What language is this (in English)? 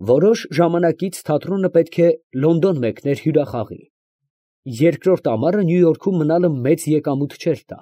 Armenian